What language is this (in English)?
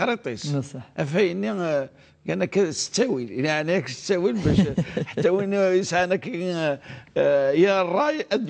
Kabyle